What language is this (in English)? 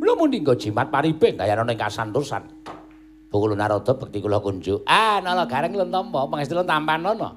Javanese